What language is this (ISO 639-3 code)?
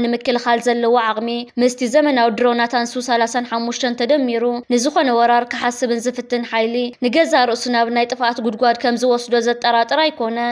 tir